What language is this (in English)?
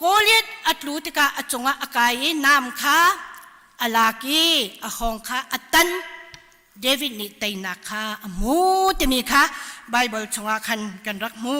Hakha Chin